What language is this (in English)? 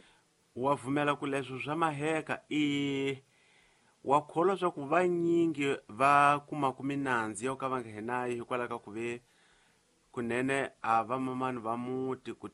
Tsonga